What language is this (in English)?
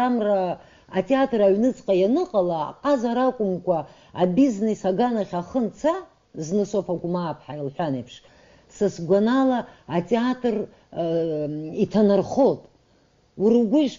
Abkhazian